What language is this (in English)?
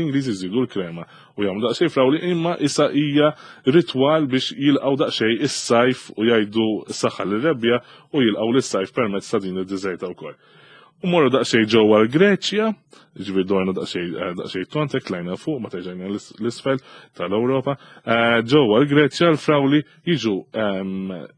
Maltese